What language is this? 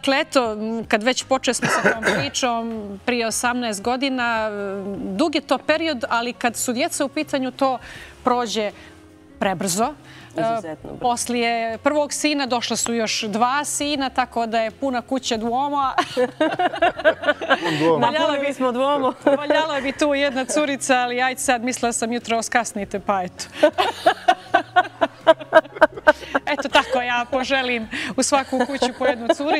Bosnian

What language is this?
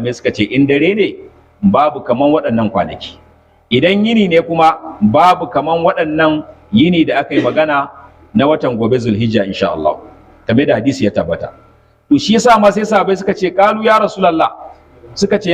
Hausa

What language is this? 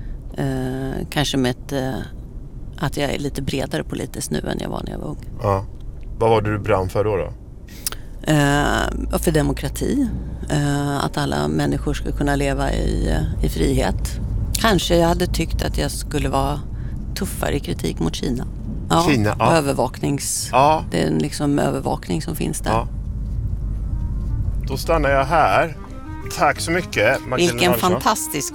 Swedish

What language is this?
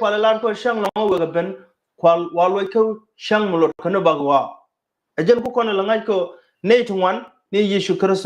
Nuer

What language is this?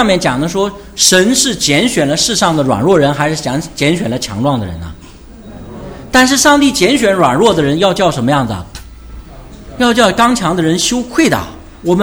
Chinese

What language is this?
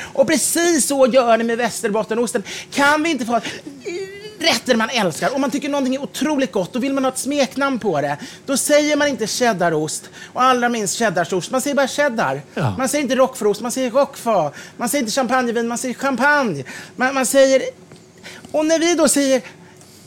Swedish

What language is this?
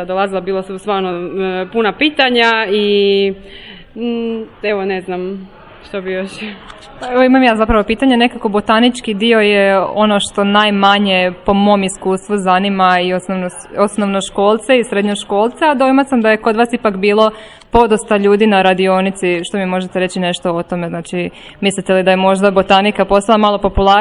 Croatian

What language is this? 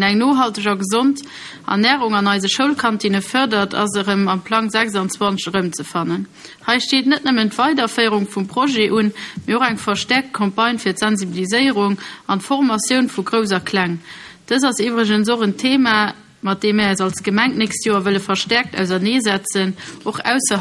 Luxembourgish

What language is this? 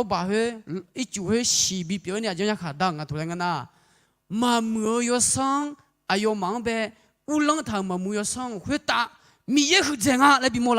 Akha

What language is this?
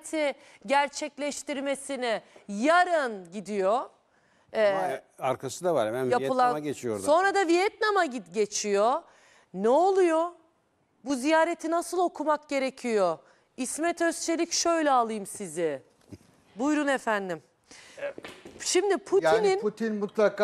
Turkish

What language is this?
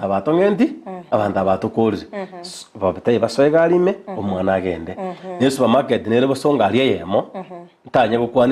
Gusii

